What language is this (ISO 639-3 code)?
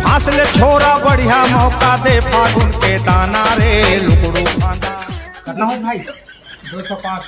hne